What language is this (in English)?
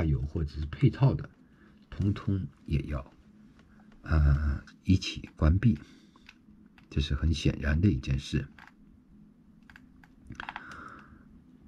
Chinese